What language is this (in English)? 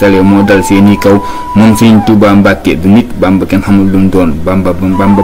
Wolof